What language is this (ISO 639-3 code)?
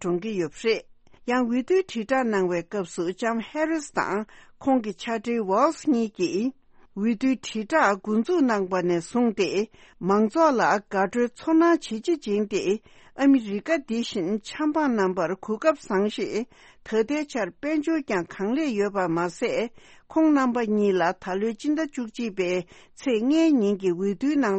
bod